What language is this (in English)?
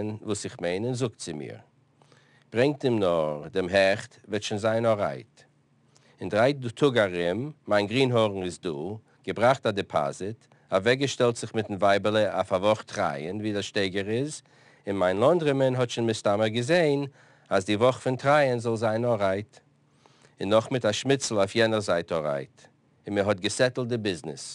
Yiddish